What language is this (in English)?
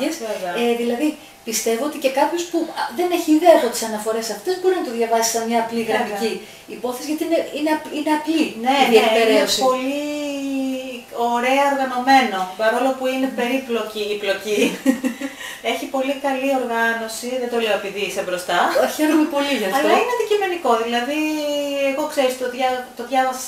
Greek